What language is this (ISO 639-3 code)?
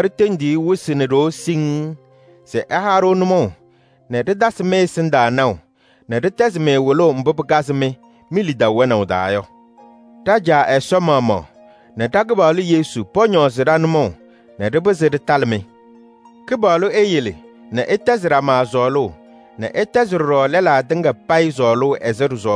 kbp